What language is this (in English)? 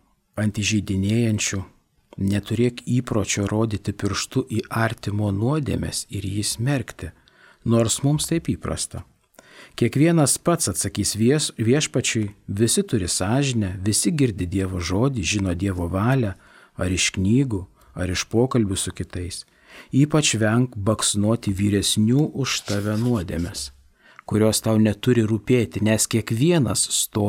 Lithuanian